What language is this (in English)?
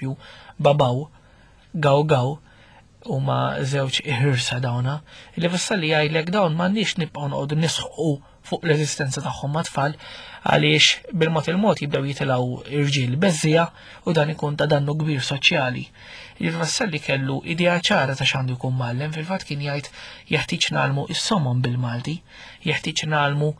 Maltese